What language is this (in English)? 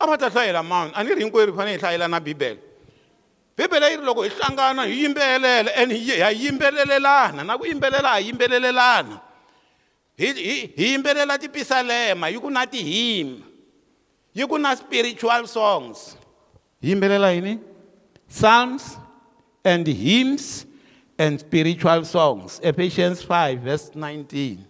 Tsonga